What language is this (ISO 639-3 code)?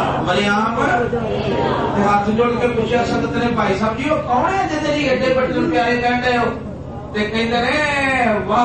pan